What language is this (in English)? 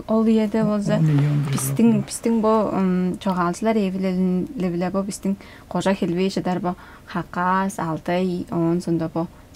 Tuvinian